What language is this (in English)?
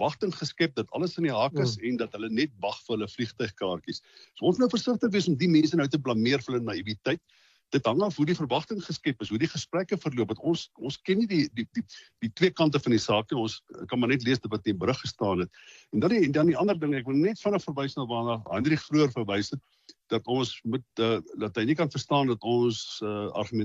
Afrikaans